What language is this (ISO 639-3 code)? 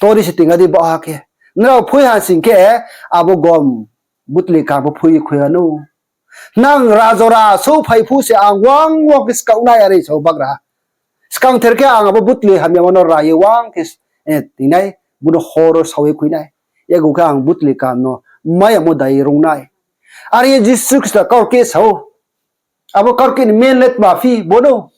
ria